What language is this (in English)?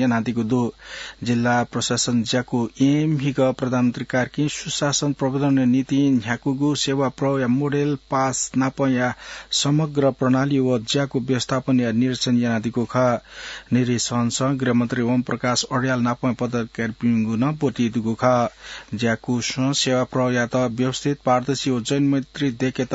Newari